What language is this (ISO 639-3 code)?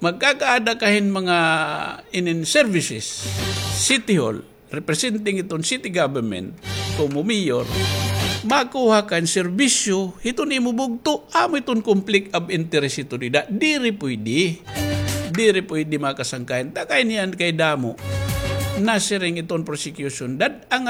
war